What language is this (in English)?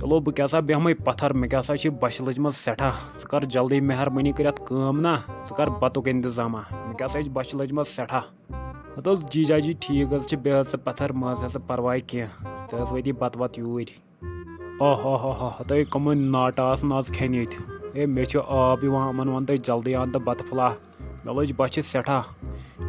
Kashmiri